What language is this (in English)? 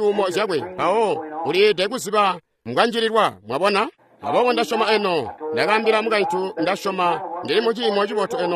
Tonga (Zambia)